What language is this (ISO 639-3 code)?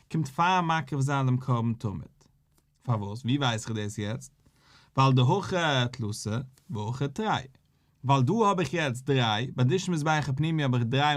yid